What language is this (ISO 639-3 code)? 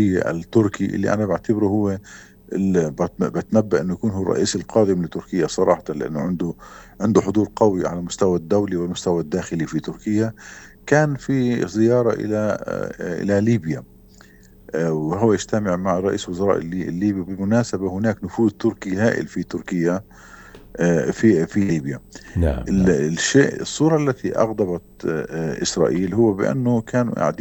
apc